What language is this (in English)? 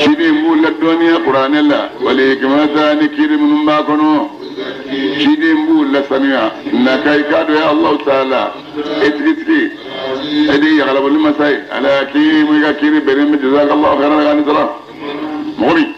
Bambara